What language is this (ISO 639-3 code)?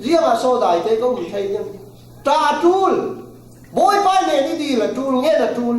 cfm